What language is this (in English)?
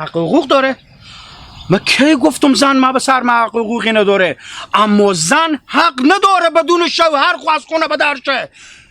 Hazaragi